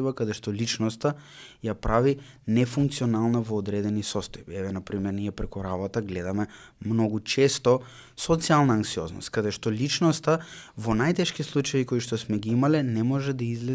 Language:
Macedonian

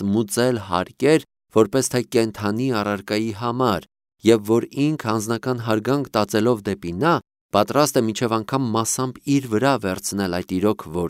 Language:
Armenian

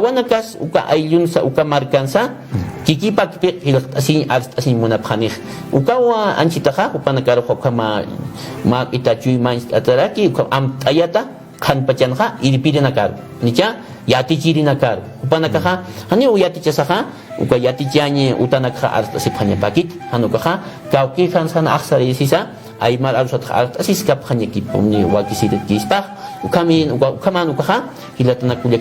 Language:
Aymara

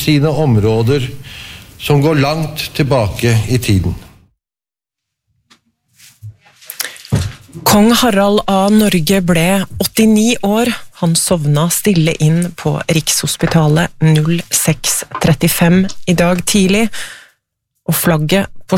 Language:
Norwegian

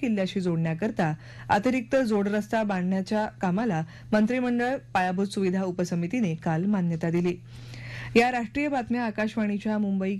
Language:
Marathi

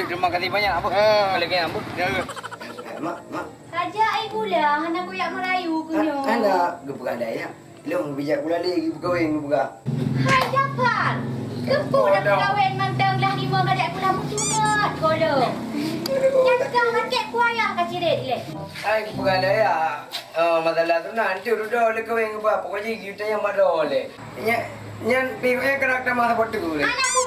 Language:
Achinese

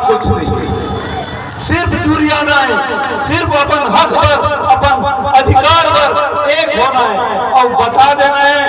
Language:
Chhattisgarhi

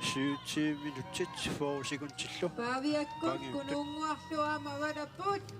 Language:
Kalaallisut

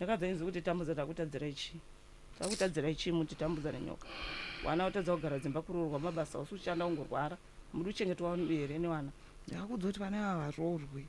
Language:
Shona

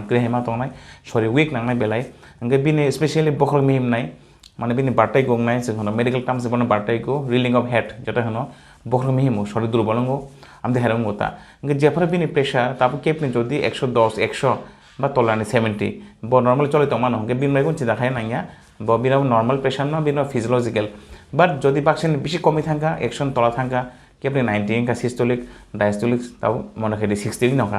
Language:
Kok Borok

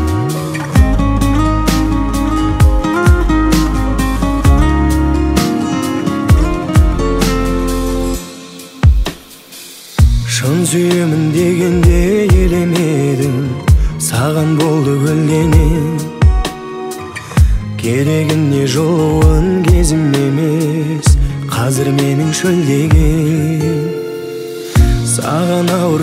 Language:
Kazakh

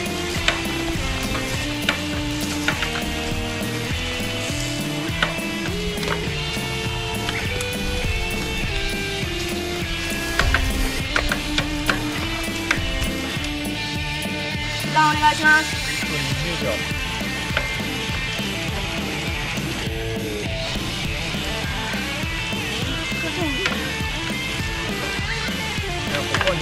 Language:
Japanese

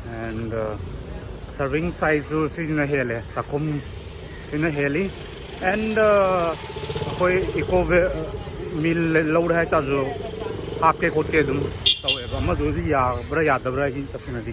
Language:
Manipuri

